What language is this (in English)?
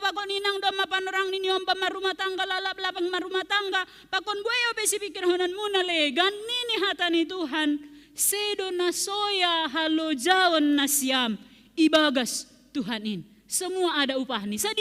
Batak Simalungun